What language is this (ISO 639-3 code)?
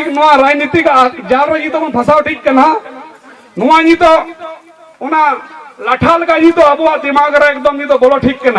sat